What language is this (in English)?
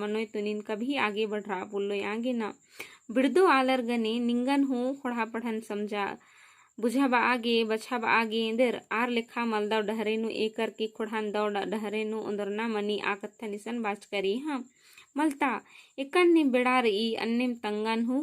Kurukh